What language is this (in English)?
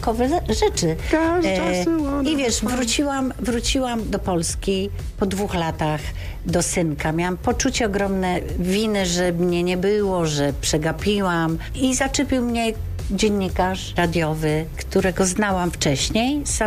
Polish